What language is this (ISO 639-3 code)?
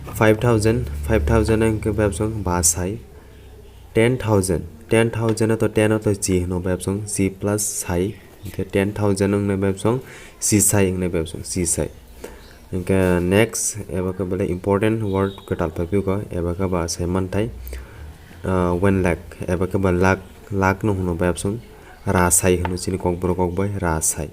trp